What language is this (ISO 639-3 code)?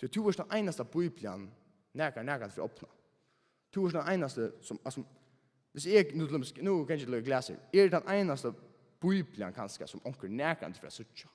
fao